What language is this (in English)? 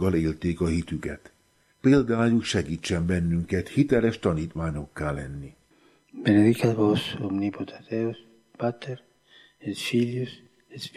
Hungarian